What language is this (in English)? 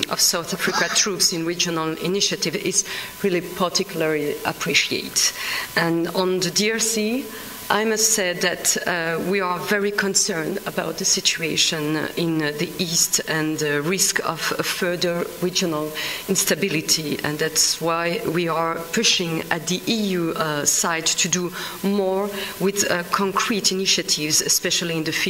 English